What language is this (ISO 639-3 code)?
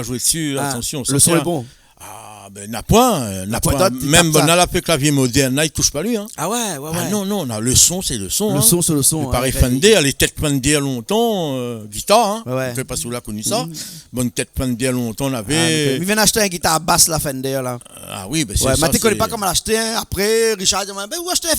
rcf